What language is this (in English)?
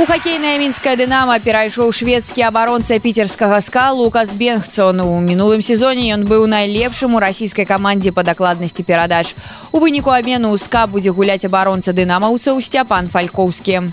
Belarusian